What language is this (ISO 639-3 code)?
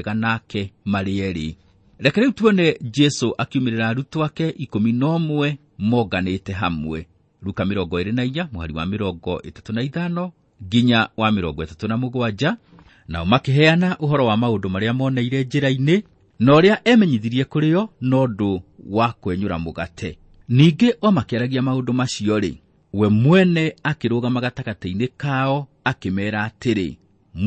kik